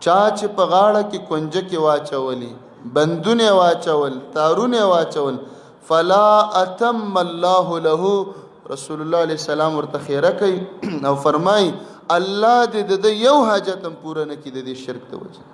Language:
Pashto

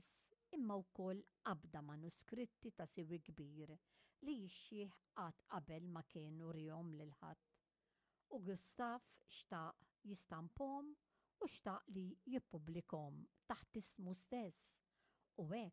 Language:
Maltese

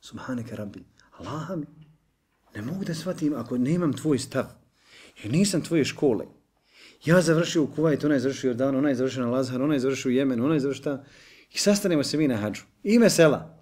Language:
Bosnian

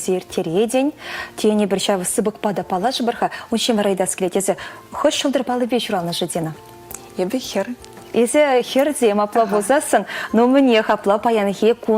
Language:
Chuvash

